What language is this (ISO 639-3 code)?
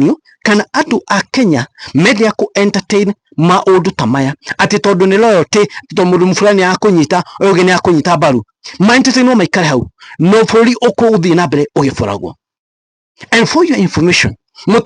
kik